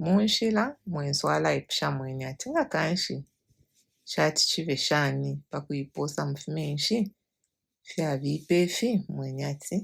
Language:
Bemba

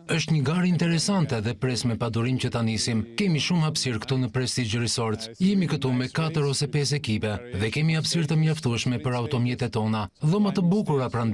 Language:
Albanian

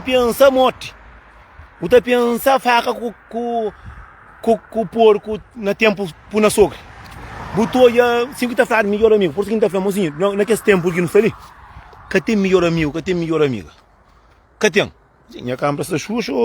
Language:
Kabuverdianu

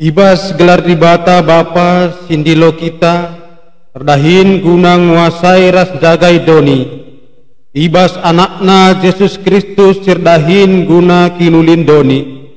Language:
Batak Karo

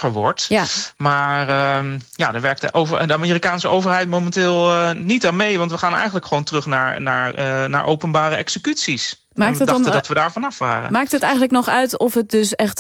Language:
Dutch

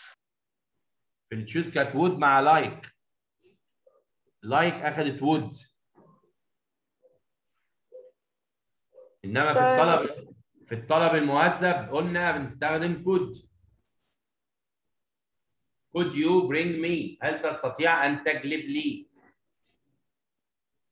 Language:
Egyptian Arabic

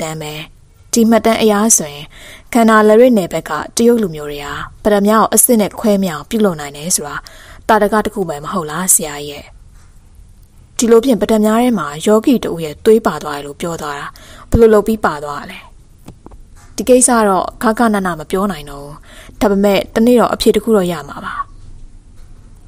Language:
Burmese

